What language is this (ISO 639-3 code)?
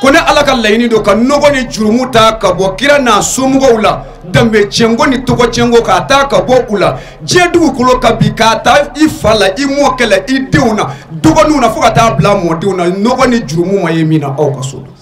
bam